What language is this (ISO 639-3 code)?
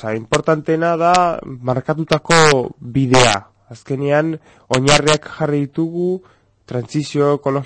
eus